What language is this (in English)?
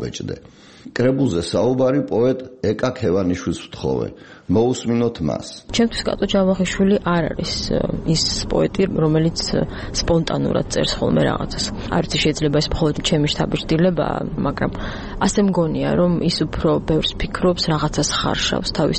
Georgian